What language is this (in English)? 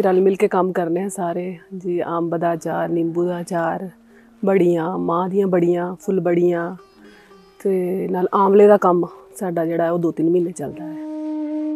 Punjabi